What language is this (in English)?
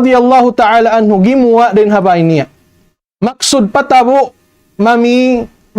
Tausug